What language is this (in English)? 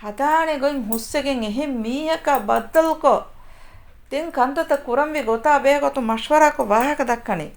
Divehi